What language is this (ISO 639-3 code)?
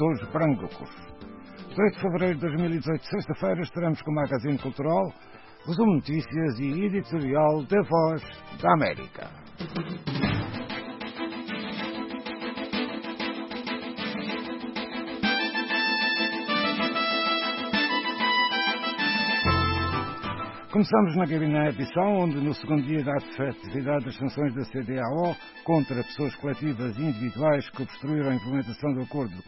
por